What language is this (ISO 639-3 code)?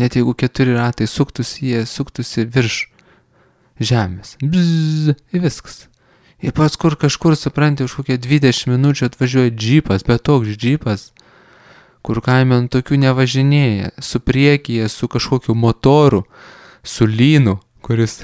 lit